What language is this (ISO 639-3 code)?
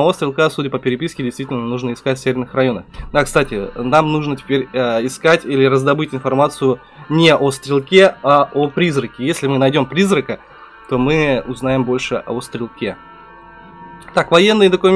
rus